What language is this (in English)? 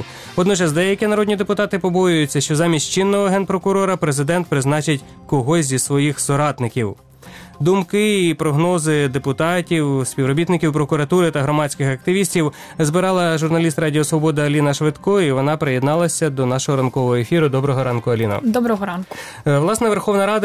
Ukrainian